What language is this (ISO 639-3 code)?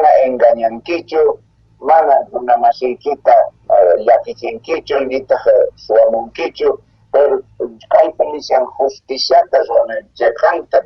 quh